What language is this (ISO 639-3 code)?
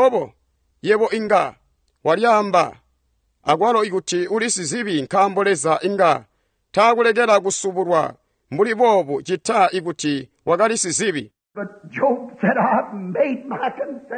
toi